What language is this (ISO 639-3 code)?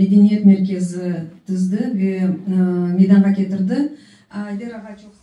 crh